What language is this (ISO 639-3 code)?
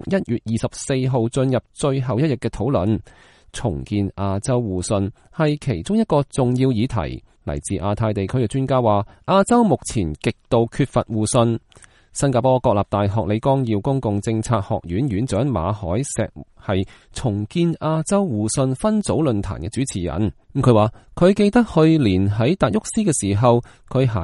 yue